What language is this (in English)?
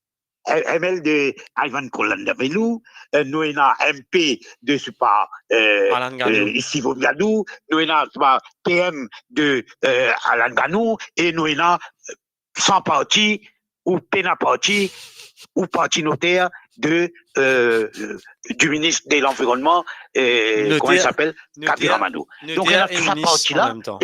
Morisyen